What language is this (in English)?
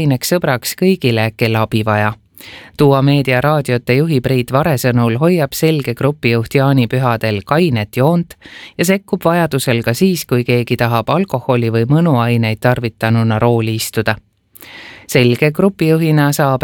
Estonian